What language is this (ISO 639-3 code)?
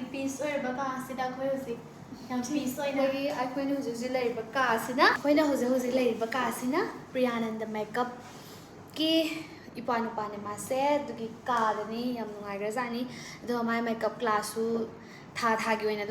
mni